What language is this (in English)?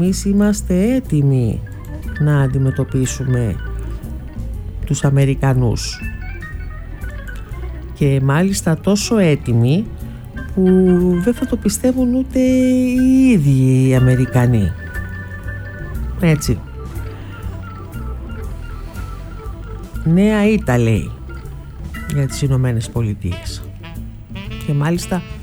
Greek